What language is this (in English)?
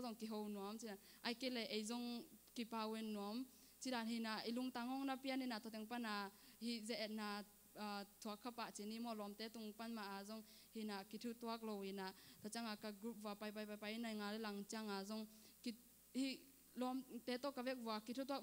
Tedim Chin